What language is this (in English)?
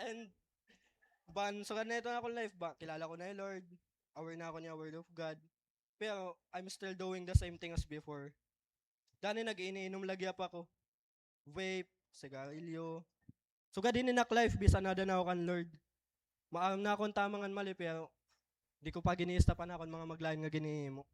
Waray